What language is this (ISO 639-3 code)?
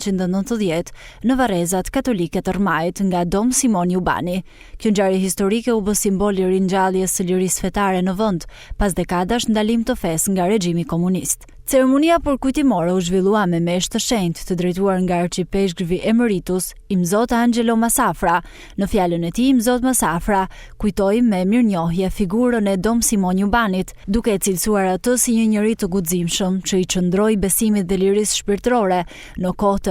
sqi